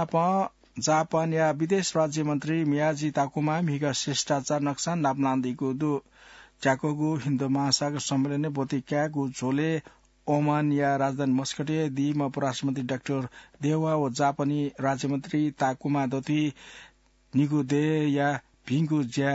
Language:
Newari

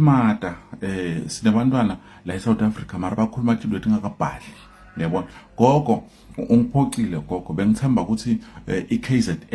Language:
Zulu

